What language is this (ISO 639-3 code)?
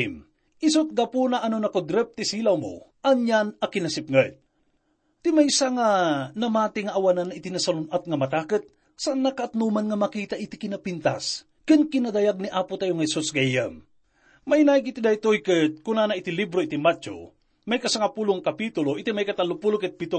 ilo